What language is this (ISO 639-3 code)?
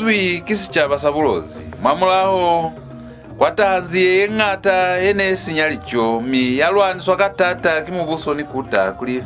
loz